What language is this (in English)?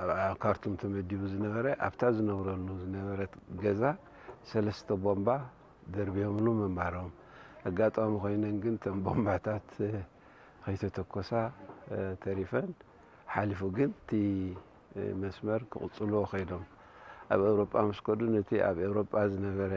Tigrinya